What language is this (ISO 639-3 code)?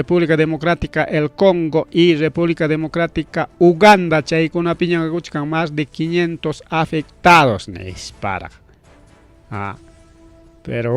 quy